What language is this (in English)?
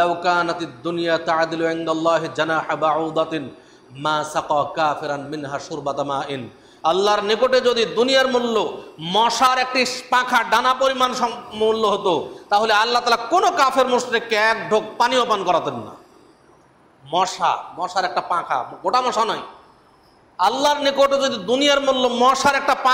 Bangla